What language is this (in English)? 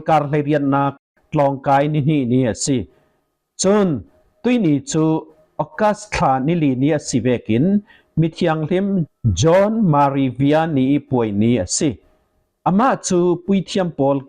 Falam Chin